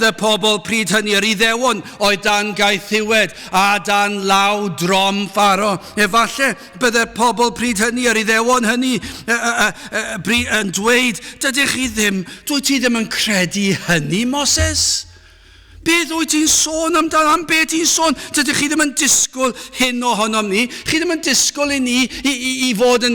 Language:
Welsh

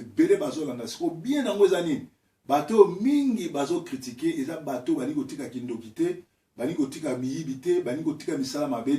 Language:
Lingala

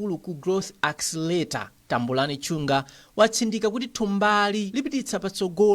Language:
Nyanja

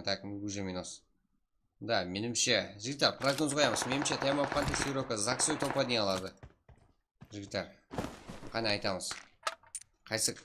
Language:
Kara-Kalpak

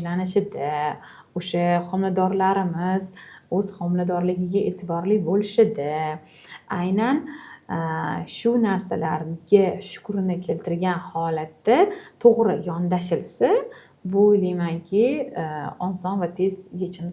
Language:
Uzbek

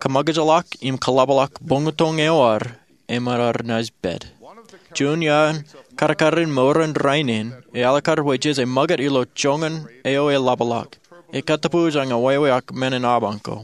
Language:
Marshallese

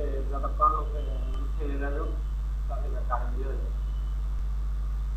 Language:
Bangla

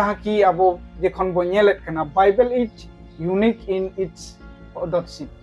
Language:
Santali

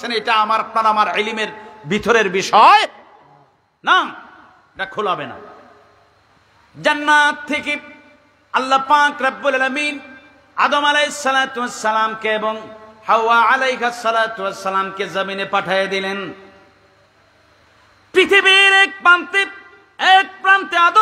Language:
Bangla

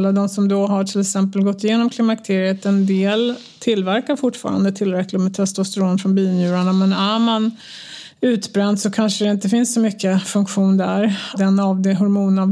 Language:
Swedish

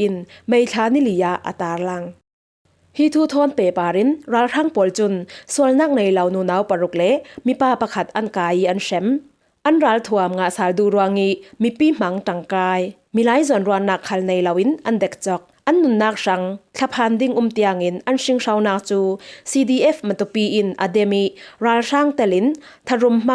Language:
Falam Chin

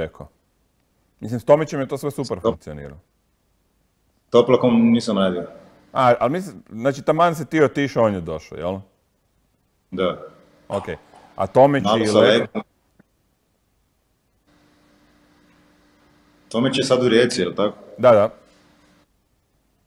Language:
Croatian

